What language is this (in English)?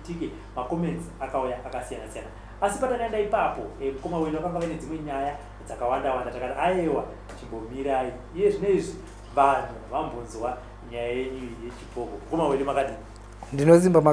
Shona